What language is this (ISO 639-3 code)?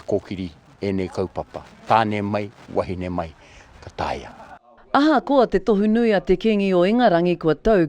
mri